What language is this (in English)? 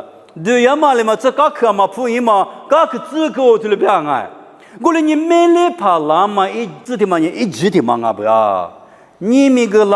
Lisu